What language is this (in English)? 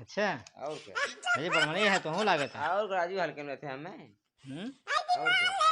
Awadhi